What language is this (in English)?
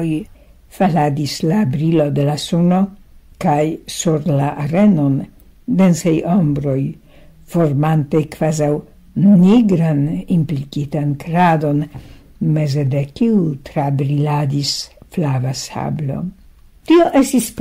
Esperanto